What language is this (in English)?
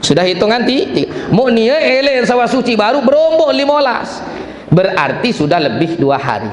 Sasak